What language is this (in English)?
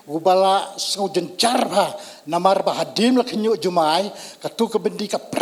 Khasi